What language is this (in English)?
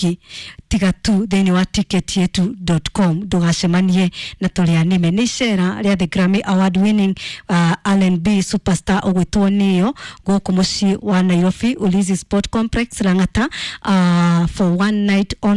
Kikuyu